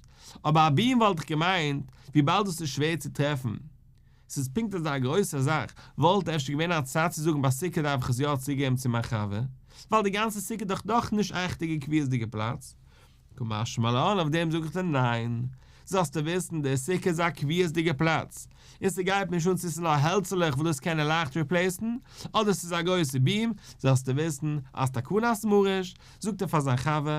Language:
Yiddish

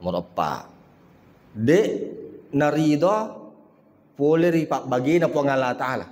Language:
Buginese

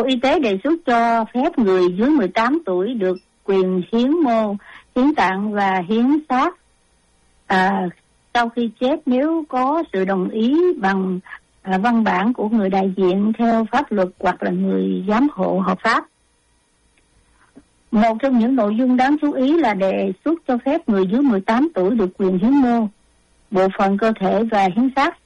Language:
Vietnamese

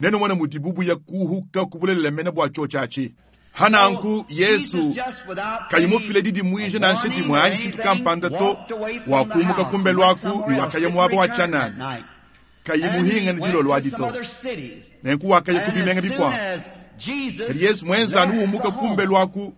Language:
Luba-Lulua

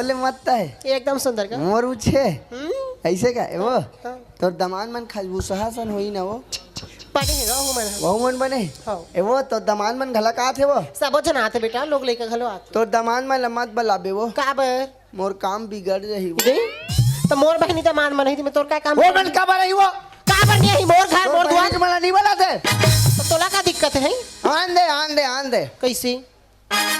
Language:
Chhattisgarhi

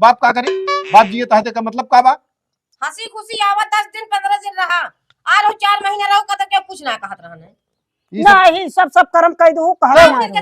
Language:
Awadhi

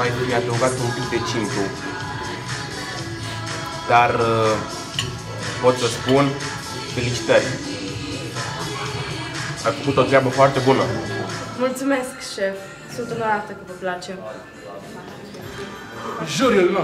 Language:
Romanian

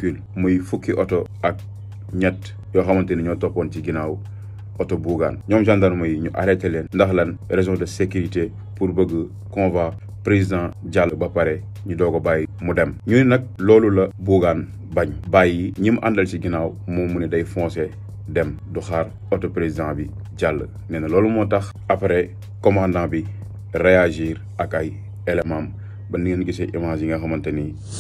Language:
Wolof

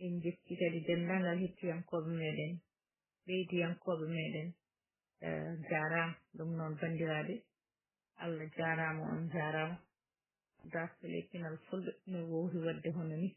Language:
Fula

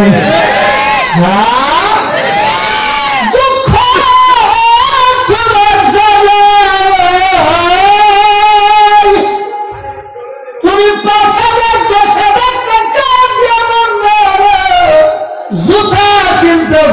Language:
Bangla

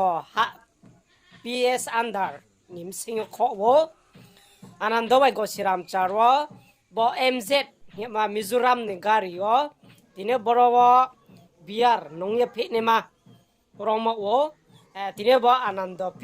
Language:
Riang (India)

